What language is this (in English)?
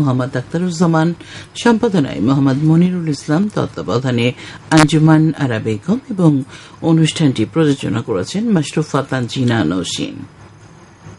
Bangla